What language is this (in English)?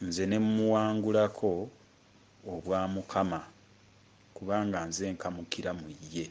Ganda